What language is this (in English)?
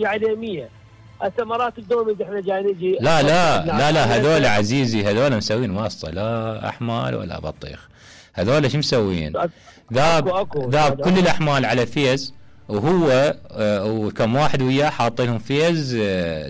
Mesopotamian Arabic